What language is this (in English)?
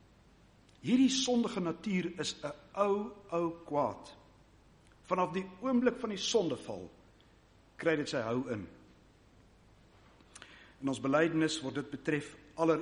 Afrikaans